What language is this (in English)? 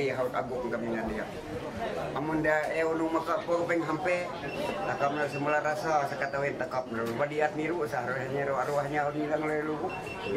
Ma'anyan